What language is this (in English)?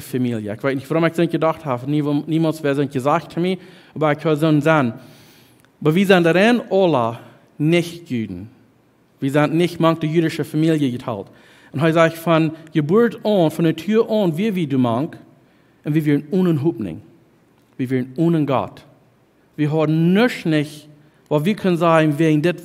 Plautdietsch